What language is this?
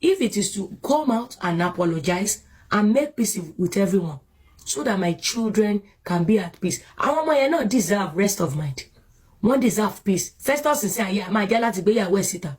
Yoruba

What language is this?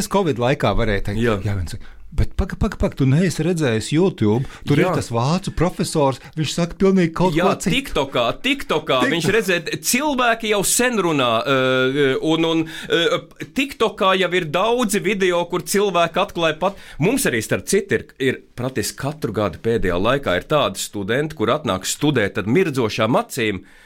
Latvian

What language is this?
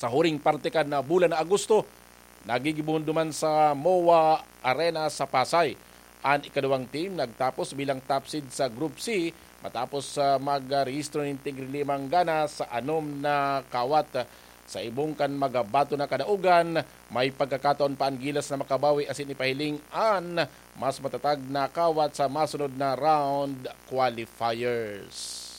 Bikol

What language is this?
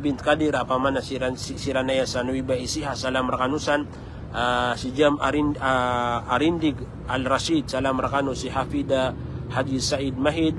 Maranao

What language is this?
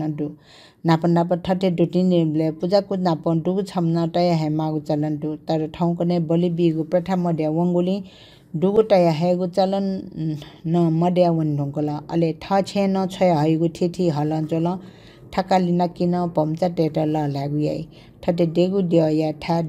Newari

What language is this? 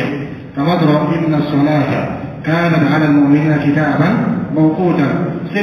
Dyula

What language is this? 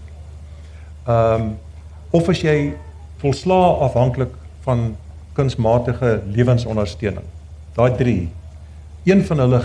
Afrikaans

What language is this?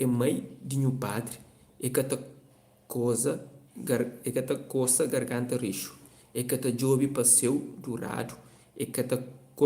Kabuverdianu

